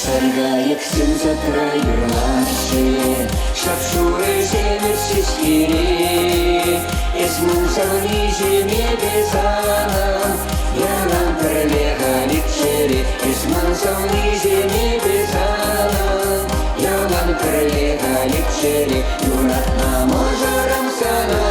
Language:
Chuvash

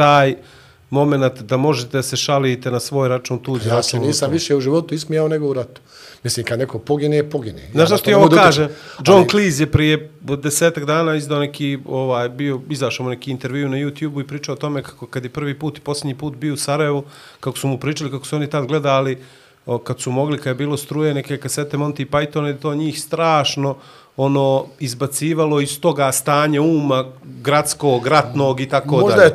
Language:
Bosnian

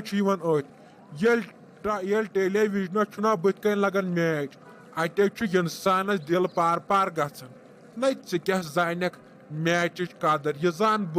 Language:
Kashmiri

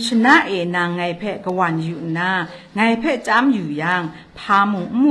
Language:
Kachin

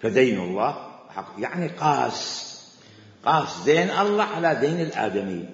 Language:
Mesopotamian Arabic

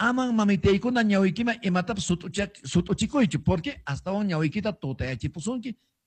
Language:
Quechua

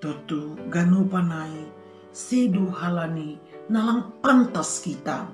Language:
Batak Simalungun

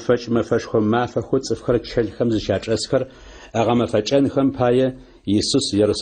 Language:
Adyghe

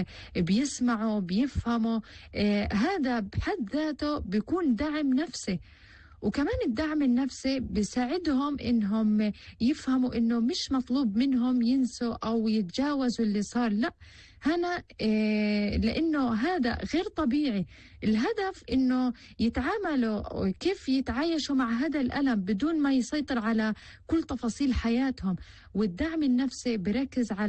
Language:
North Levantine Arabic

